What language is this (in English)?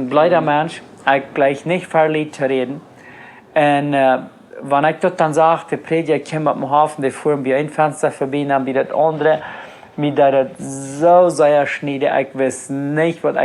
Plautdietsch